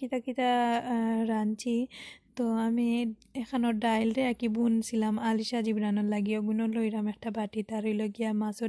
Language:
Sylheti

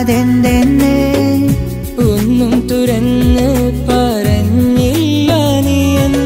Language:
Malayalam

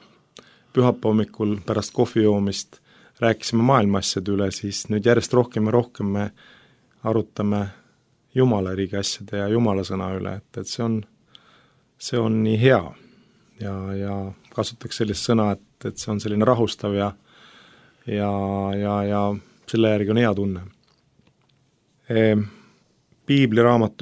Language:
Estonian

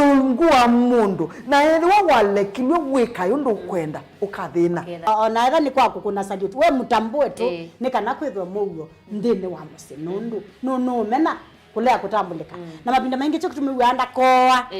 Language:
Kamba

